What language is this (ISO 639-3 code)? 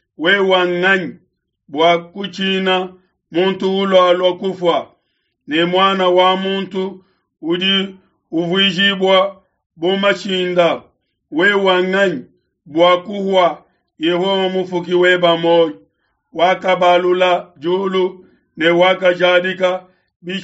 lua